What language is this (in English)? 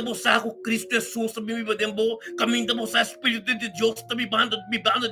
Papiamento